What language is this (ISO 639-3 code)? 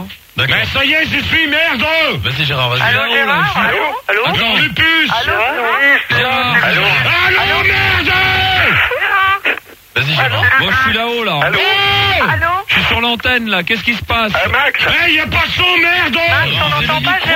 fra